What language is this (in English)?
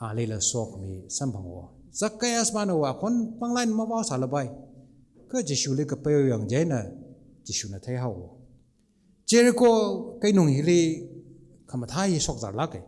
Tangkhul Naga (India)